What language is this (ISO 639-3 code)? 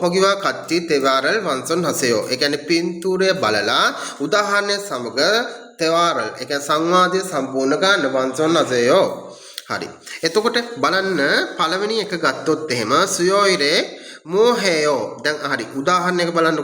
sin